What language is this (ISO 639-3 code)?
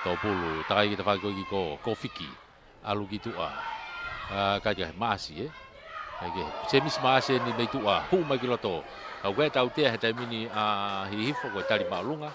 ton